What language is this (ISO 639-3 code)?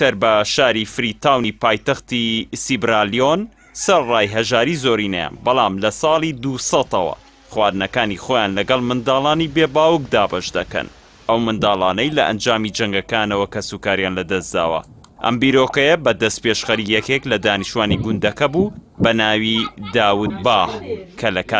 ckb